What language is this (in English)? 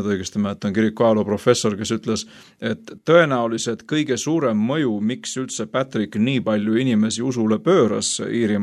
Estonian